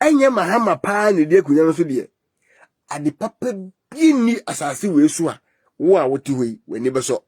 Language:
Akan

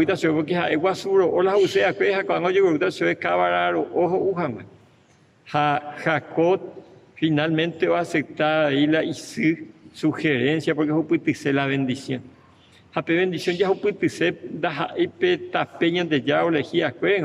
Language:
Guarani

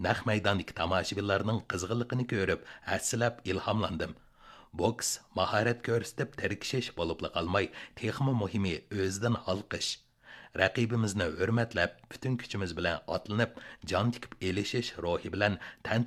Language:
Uyghur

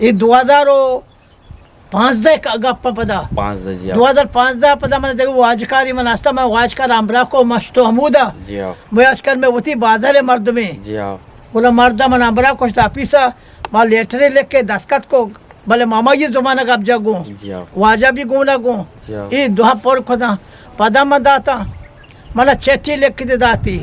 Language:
Eastern Balochi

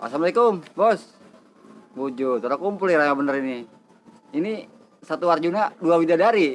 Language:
Betawi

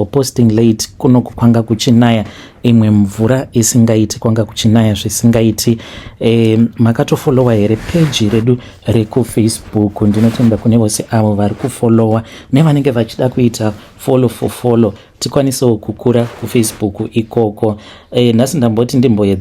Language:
Shona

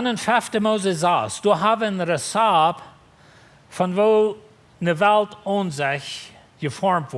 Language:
Plautdietsch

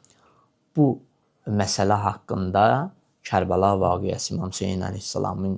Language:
Azerbaijani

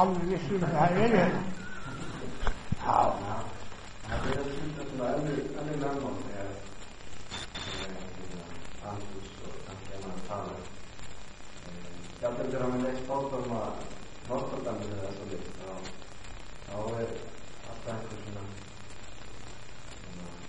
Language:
Icelandic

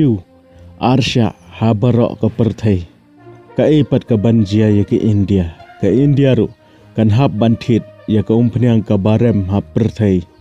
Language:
Khasi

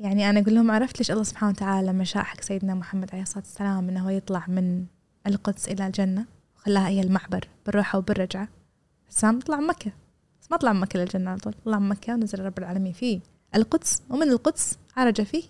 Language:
Gulf Arabic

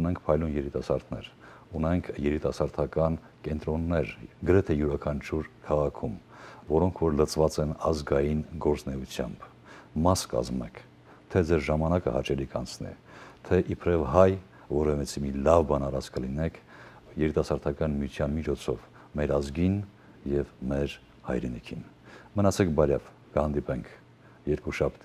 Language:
Western Armenian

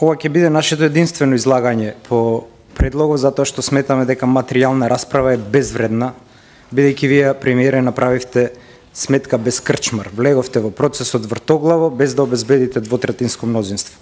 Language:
Macedonian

